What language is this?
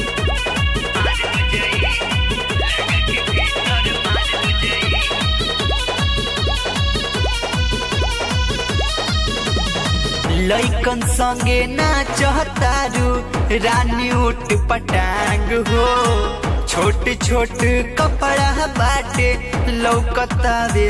Bhojpuri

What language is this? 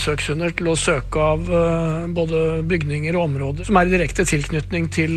Norwegian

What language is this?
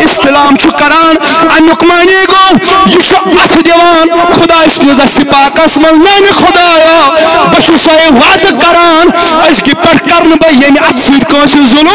Kashmiri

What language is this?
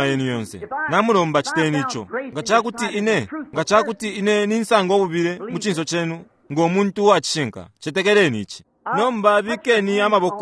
Bemba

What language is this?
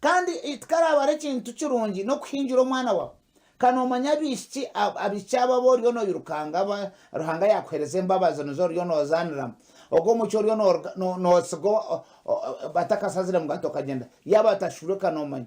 Nyankole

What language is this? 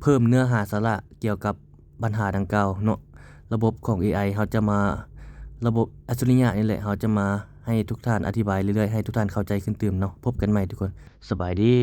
Lao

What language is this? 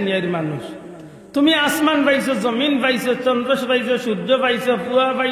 Sylheti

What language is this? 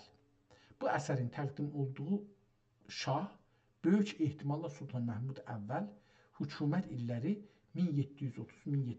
South Azerbaijani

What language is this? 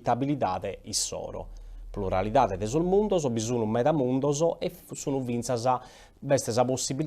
Sardinian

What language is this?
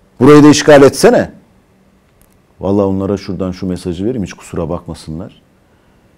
Turkish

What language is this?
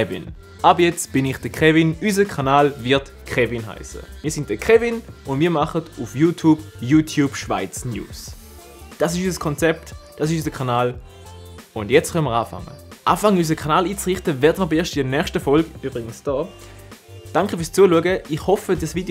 Swiss German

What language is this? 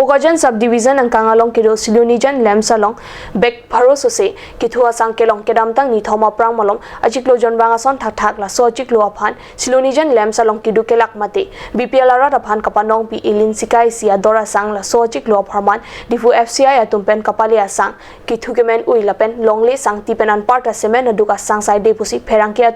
Karbi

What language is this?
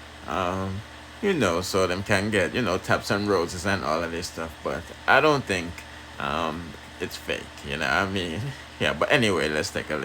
Jamaican Creole English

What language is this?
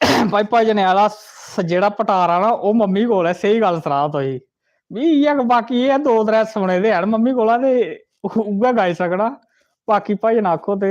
Dogri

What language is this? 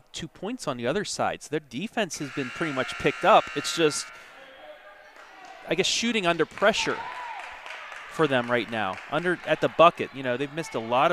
English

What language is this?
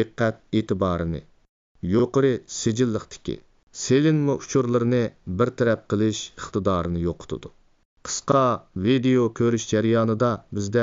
Uyghur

